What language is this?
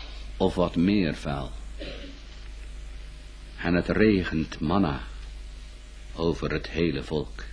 Dutch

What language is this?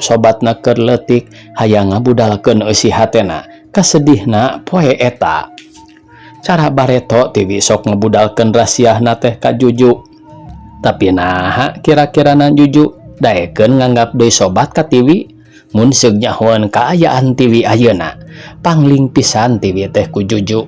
Sundanese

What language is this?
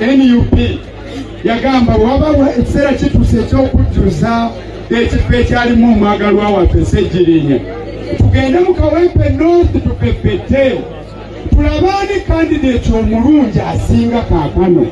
Ganda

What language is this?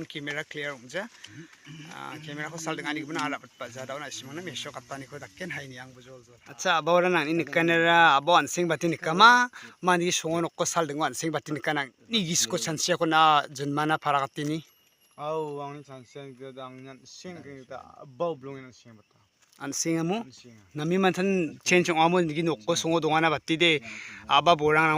Garo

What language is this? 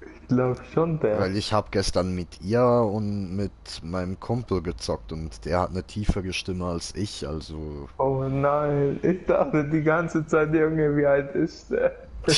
Swiss German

